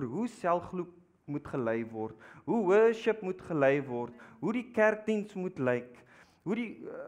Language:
Afrikaans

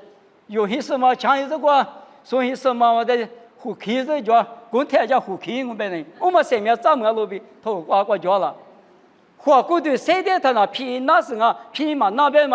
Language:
Lisu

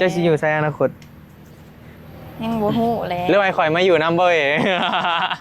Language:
Northeastern Thai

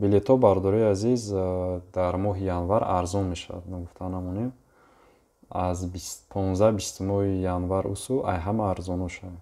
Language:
Tajik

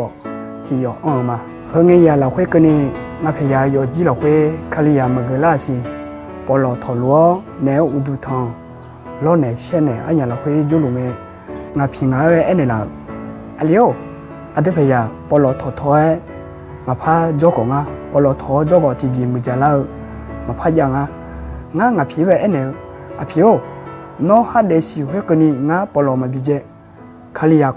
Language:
Akha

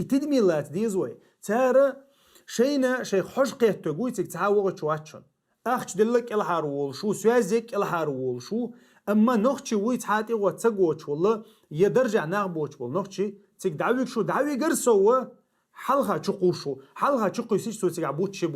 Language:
Chechen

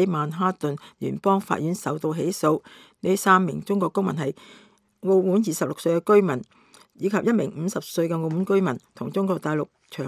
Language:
Cantonese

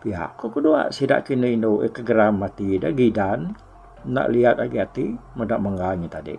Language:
Iban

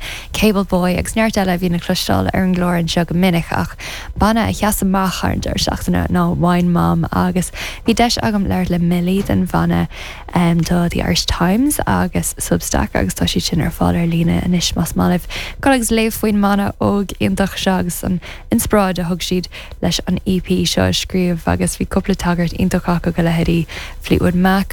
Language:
Irish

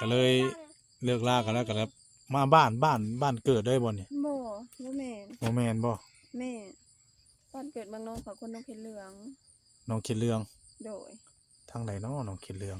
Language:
Northeastern Thai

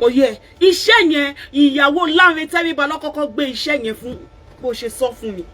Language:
Yoruba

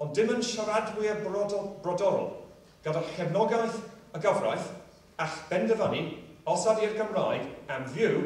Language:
Welsh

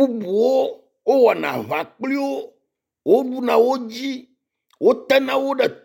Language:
Ewe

